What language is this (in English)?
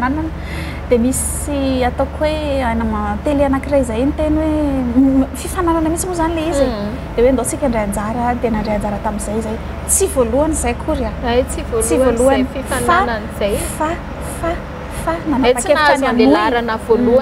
Malagasy